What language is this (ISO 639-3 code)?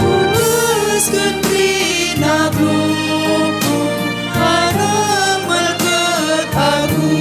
btx